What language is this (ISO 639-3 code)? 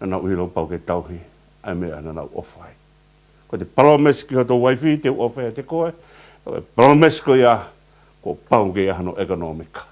ton